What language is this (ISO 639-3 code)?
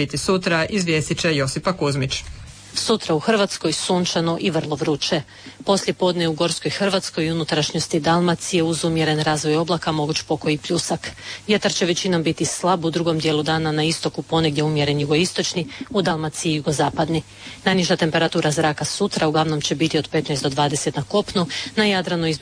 hrv